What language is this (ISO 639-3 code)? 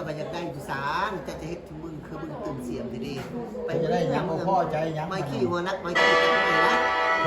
tts